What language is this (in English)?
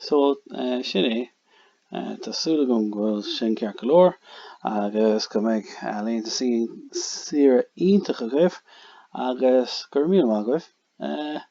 Irish